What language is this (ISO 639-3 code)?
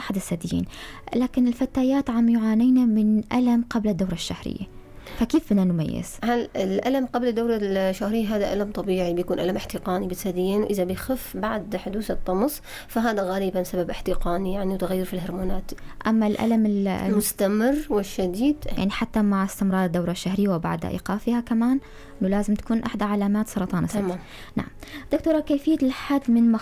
apc